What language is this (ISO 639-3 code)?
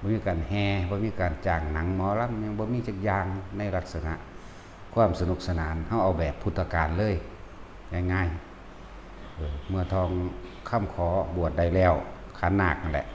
tts